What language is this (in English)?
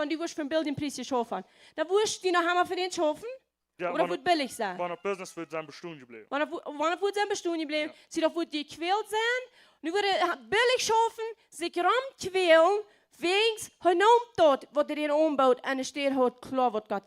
Plautdietsch